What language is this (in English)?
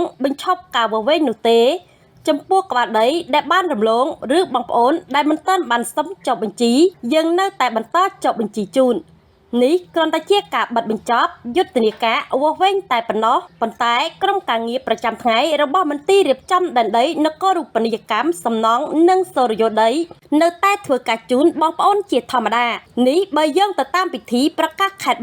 Khmer